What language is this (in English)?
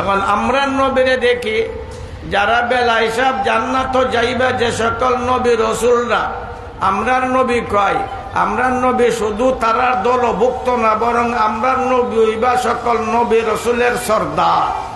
Sylheti